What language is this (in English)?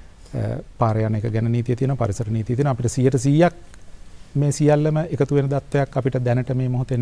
Sinhala